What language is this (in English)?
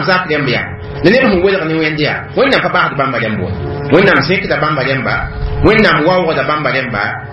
Mossi